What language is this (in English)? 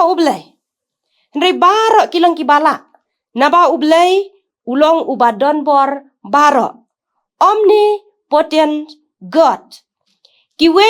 Khasi